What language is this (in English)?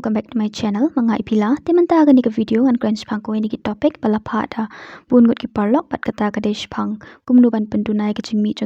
Khasi